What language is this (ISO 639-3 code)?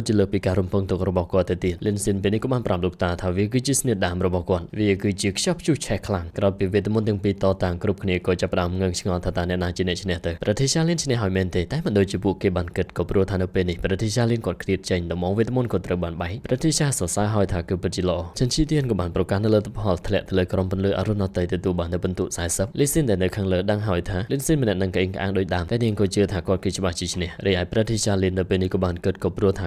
khm